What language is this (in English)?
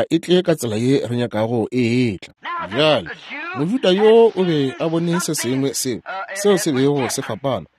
Northern Sotho